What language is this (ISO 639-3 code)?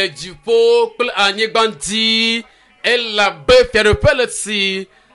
ewe